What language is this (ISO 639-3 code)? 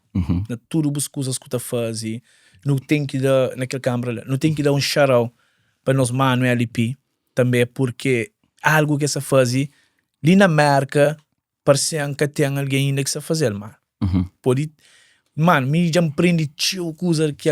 kea